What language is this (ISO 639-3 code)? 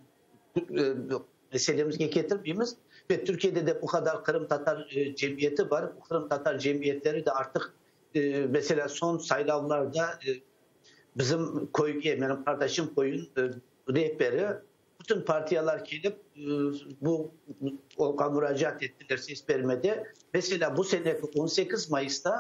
crh